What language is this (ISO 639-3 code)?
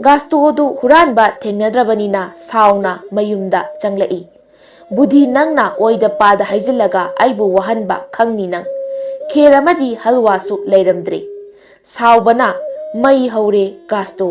mni